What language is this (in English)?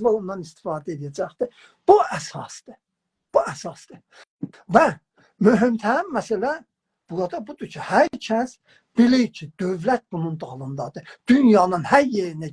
South Azerbaijani